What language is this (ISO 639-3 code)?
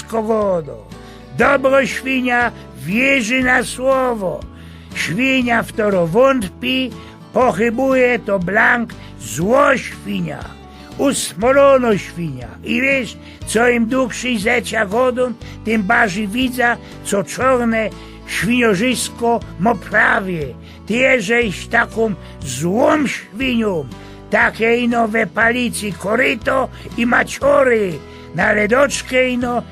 szl